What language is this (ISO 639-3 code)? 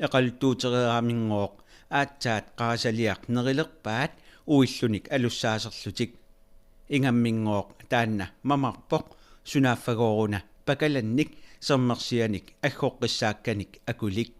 kal